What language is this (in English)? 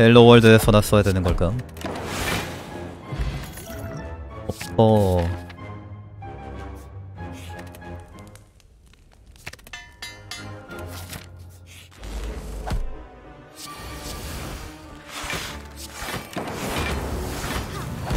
Korean